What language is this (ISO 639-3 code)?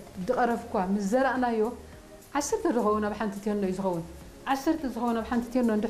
tir